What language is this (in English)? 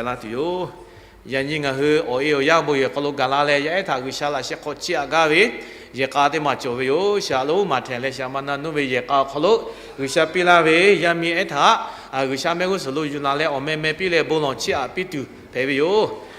Lahu